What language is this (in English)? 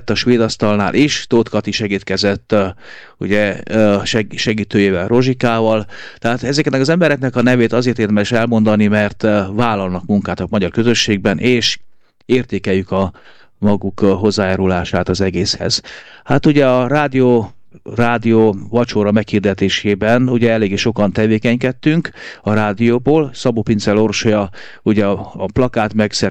Hungarian